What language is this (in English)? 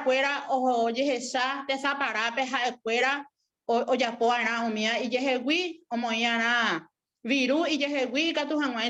Guarani